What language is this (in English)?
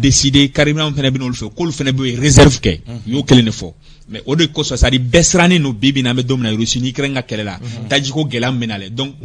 Bambara